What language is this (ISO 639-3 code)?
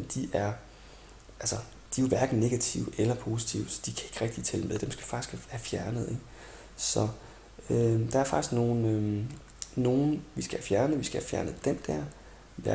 dan